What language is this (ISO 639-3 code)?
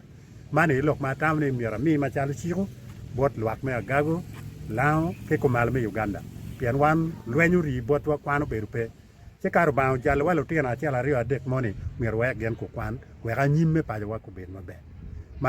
ach